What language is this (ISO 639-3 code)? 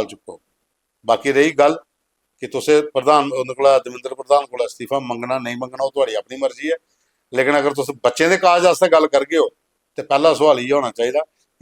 doi